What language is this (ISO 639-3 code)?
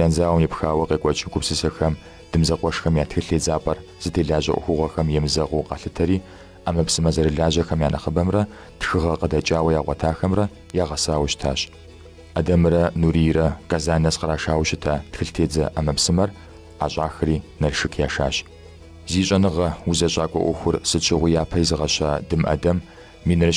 kbd